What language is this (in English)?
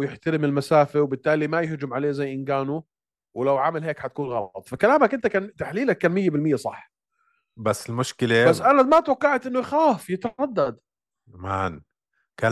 North Levantine Arabic